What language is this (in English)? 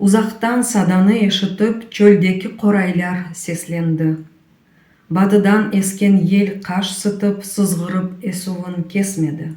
Crimean Tatar